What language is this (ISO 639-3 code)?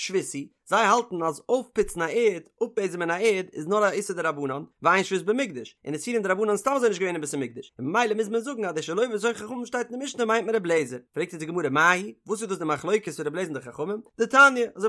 yid